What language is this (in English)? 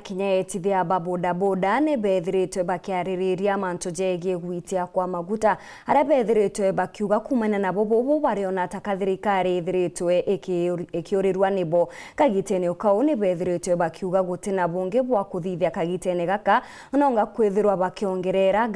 Meru